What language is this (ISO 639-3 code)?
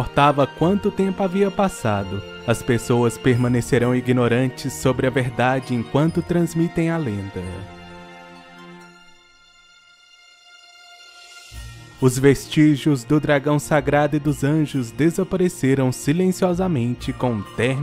por